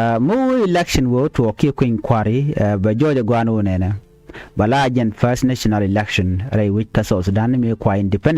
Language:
Nuer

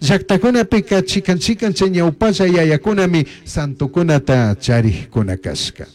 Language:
Chimborazo Highland Quichua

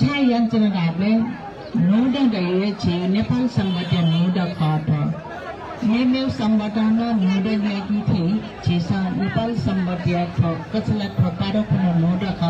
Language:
Newari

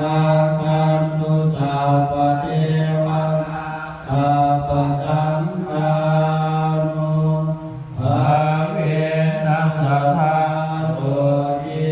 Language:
Pali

